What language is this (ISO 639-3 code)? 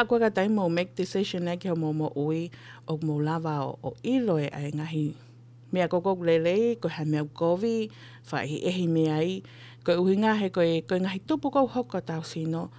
ton